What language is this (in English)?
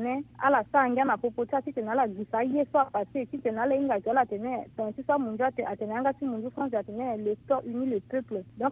Sango